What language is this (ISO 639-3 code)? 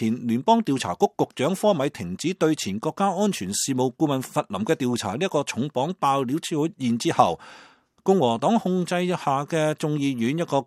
yue